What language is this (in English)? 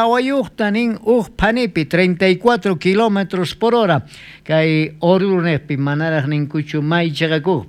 South Bolivian Quechua